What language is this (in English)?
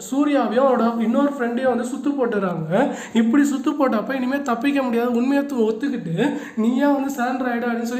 Tamil